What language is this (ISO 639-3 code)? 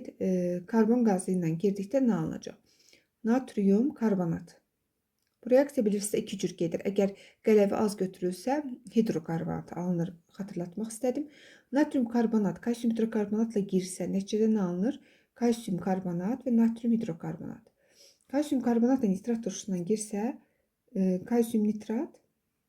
aze